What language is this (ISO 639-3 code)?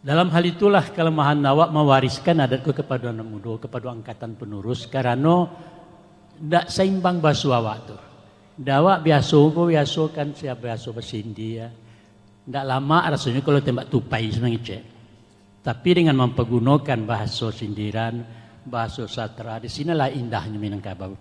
min